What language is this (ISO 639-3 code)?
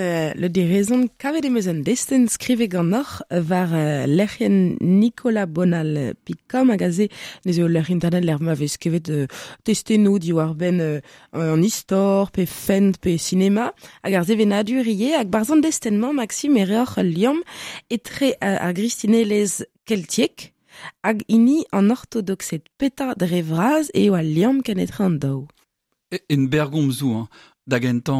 bre